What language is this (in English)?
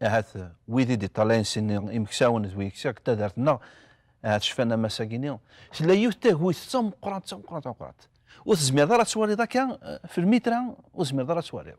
Kabyle